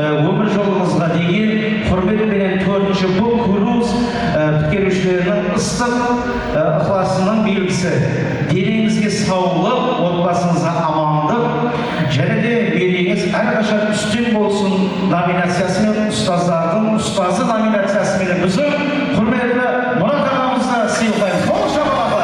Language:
Kara-Kalpak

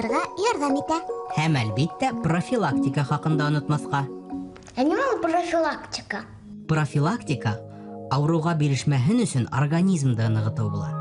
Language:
Bashkir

